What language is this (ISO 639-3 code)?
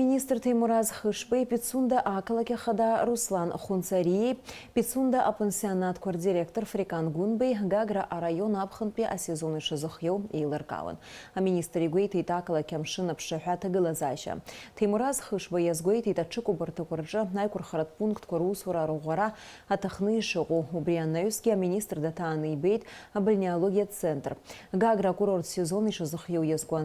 abk